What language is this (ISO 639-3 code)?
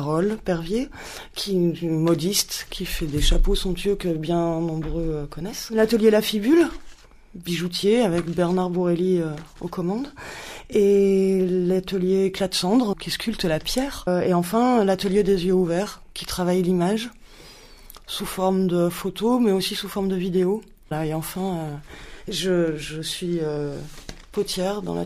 fra